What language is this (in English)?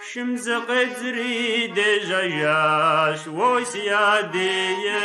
Kabardian